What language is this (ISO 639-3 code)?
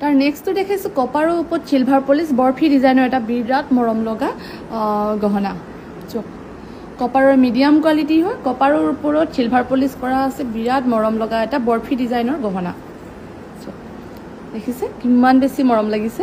asm